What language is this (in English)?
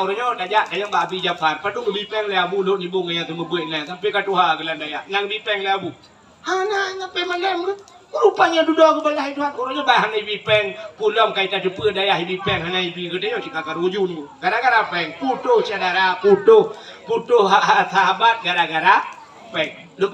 Achinese